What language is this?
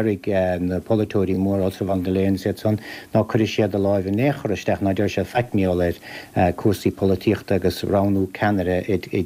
Irish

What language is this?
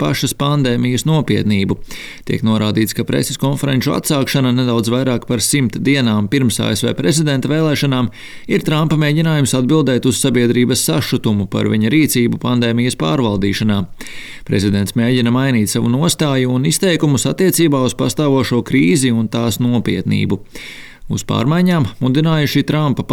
Latvian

